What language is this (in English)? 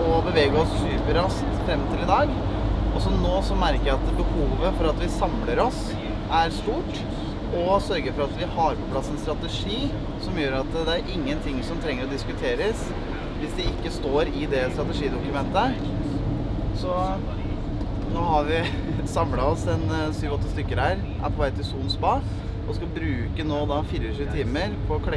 Norwegian